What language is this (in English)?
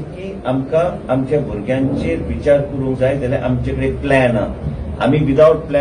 Konkani